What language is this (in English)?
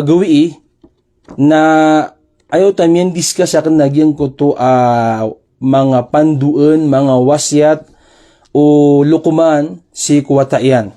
Maranao